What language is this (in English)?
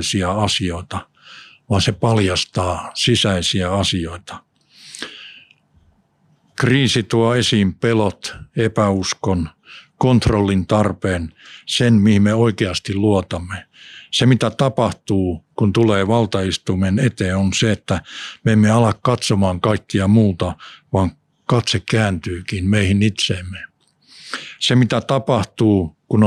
Finnish